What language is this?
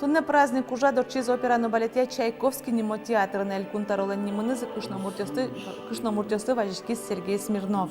Udmurt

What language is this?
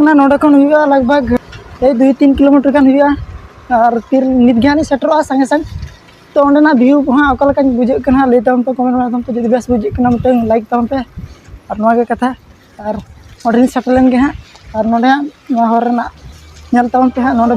Santali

